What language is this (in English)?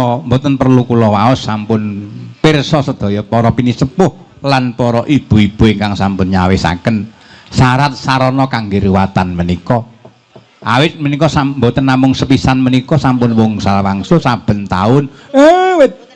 Javanese